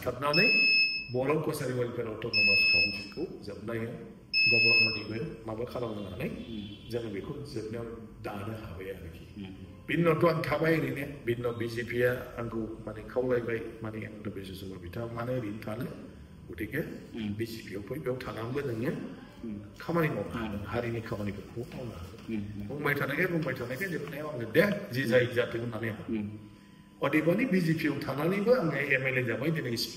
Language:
Bodo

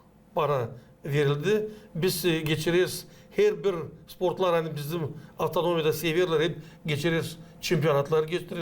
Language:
Gagauz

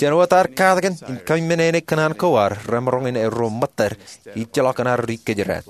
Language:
Marshallese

